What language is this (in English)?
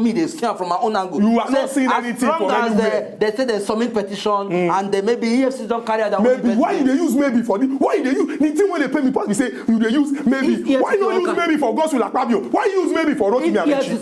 Nigerian Pidgin